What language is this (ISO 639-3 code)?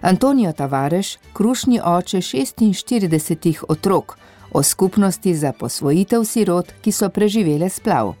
slv